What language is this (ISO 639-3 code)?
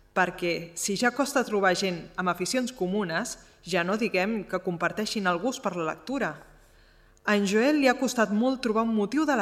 cat